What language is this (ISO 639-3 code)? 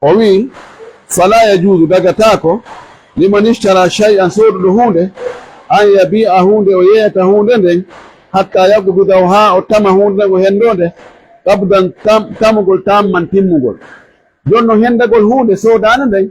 ful